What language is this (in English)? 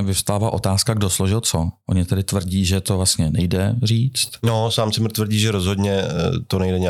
Czech